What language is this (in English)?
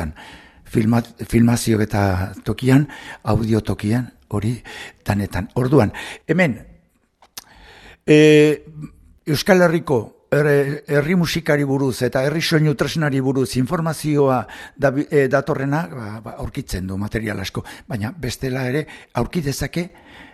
Basque